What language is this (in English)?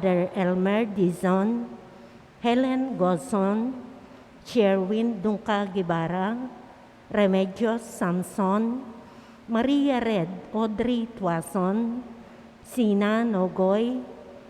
Pampanga